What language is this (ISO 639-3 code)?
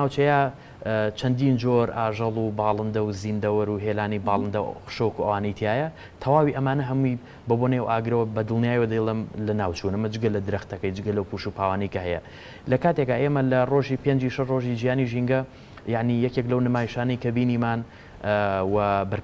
ckb